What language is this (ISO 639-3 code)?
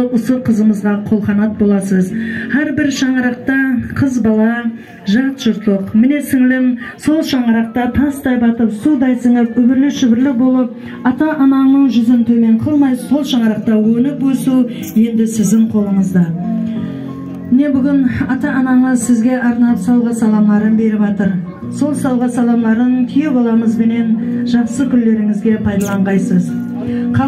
kaa